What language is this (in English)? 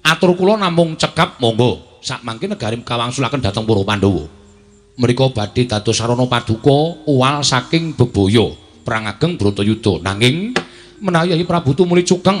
Javanese